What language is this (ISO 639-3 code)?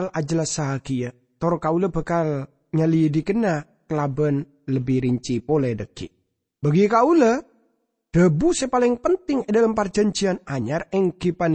mad